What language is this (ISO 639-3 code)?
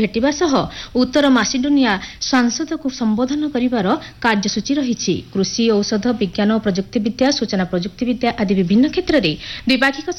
ori